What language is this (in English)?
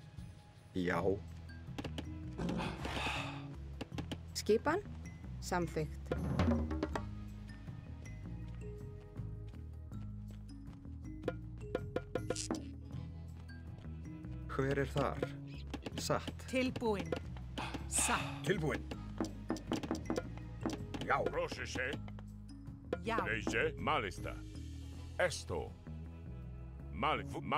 Icelandic